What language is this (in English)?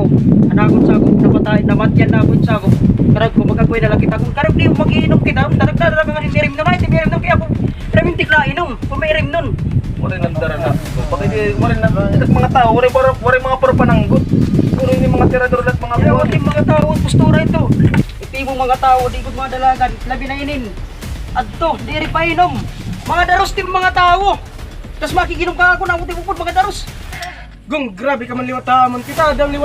Waray